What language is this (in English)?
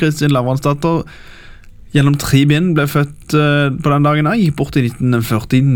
Norwegian